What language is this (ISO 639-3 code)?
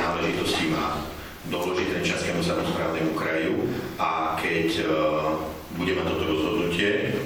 slk